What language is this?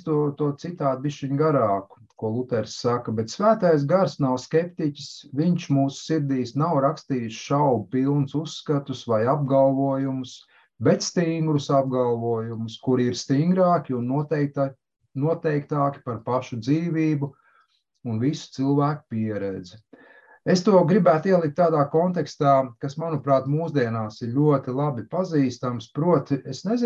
Latvian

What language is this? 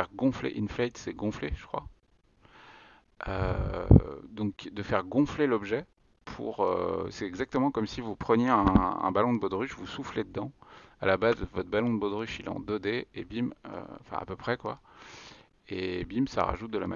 French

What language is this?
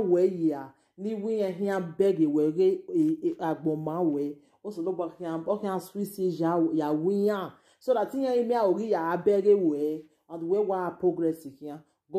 Nigerian Pidgin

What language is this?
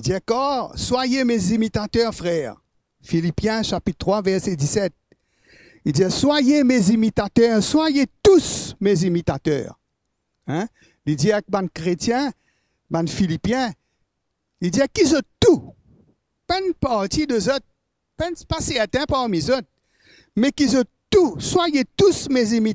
Morisyen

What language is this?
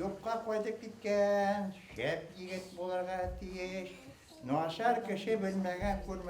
Bashkir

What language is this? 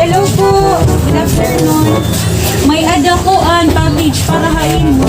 Waray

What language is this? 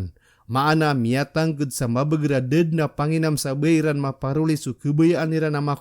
Maranao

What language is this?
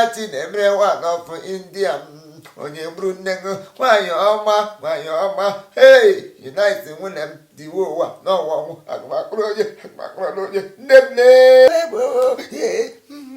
Igbo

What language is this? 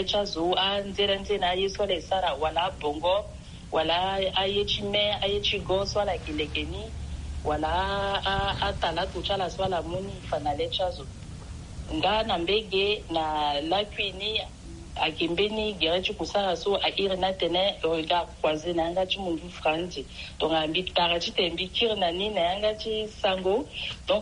Sango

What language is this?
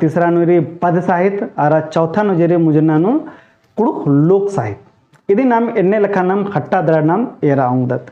Kurukh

